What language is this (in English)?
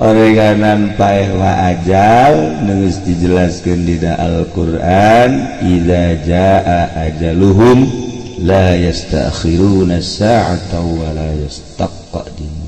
Sundanese